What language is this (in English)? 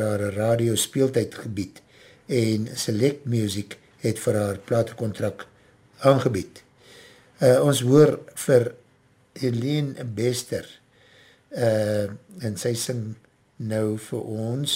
Afrikaans